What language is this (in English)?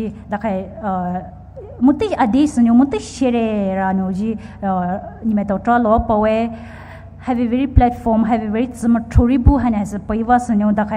Poumei Naga